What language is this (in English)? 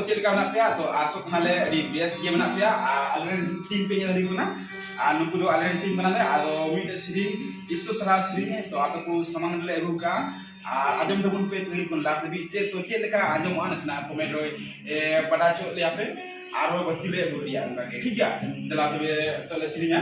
Santali